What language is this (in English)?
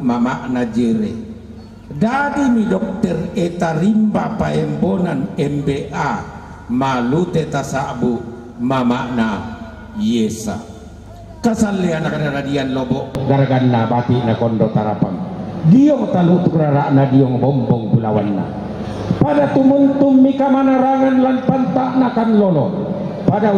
Toraja-Sa'dan